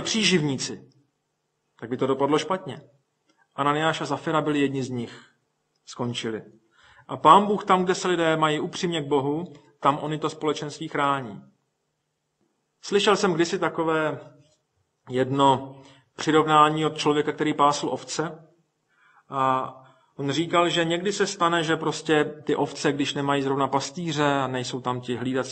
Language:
Czech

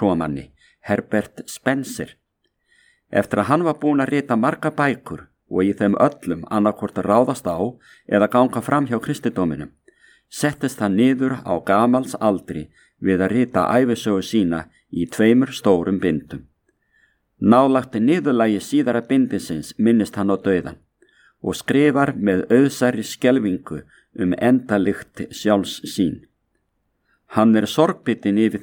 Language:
Icelandic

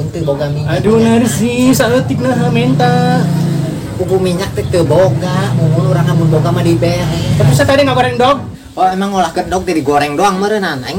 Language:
Sundanese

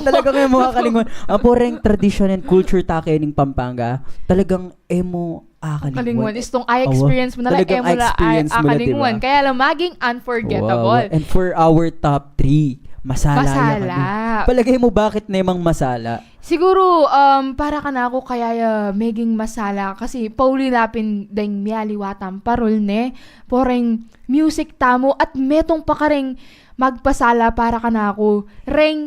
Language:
Pampanga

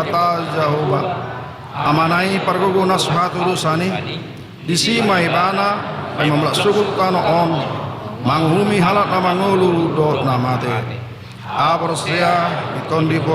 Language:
Batak Toba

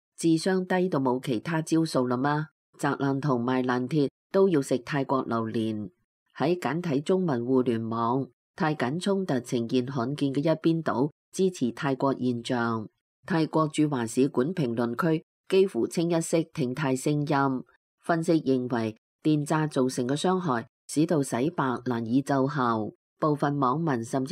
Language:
Cantonese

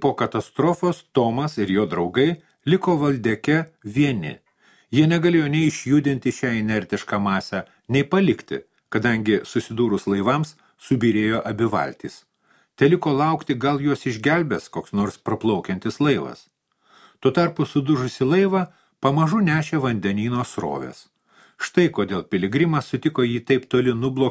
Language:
Lithuanian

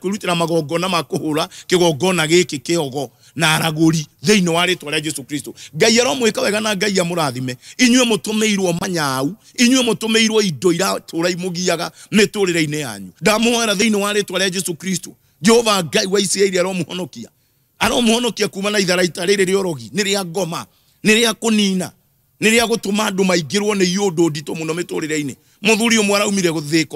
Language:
Kikuyu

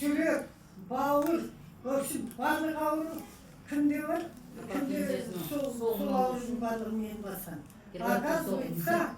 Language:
Kazakh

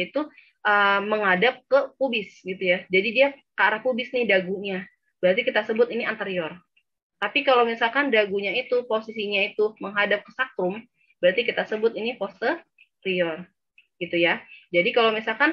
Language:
Indonesian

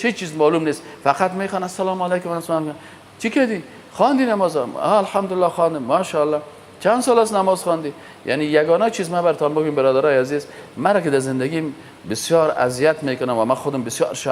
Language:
Persian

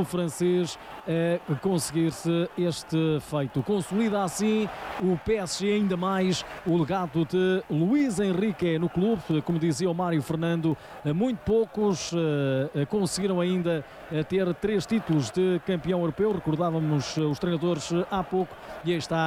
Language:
Portuguese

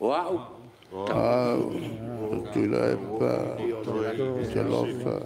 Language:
Samoan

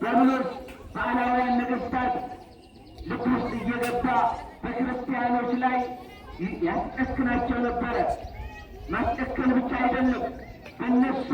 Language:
Amharic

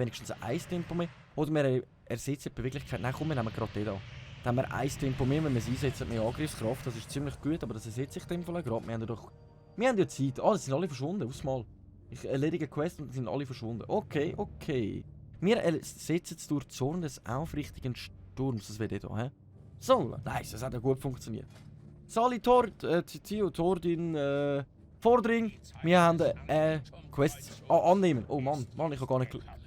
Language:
Swiss German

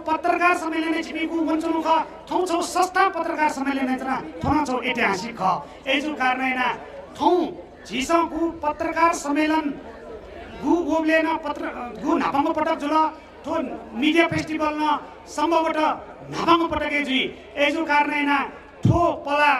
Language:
Newari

